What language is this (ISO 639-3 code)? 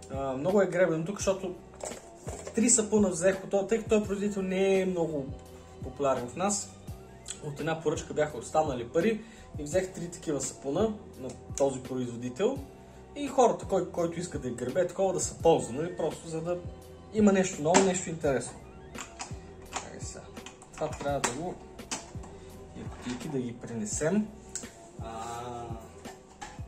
bul